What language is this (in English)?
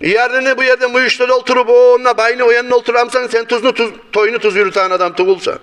Kumyk